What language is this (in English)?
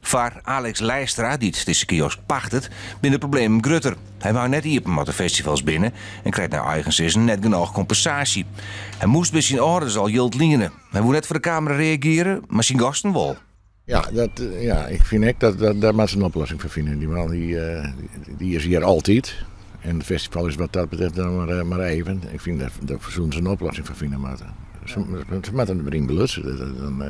Western Frisian